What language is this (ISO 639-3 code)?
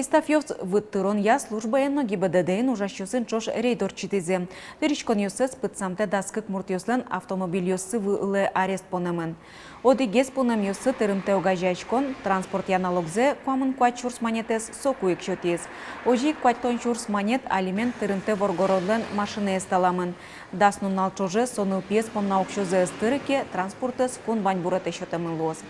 udm